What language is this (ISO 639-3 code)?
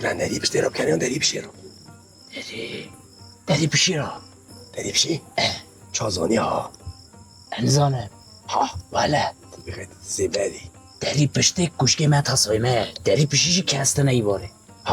kur